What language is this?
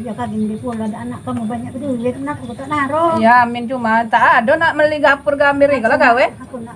Musi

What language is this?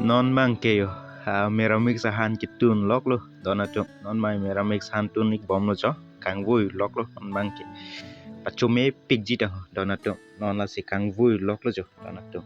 Karbi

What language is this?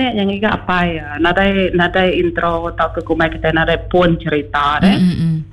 Iban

